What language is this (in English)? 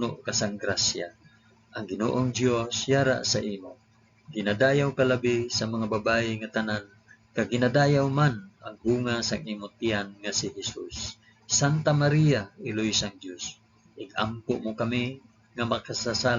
Hiligaynon